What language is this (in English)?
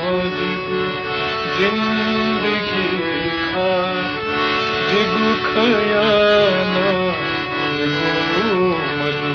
Newari